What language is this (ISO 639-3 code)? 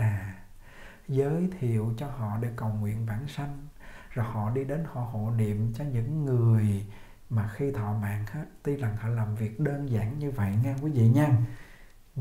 vie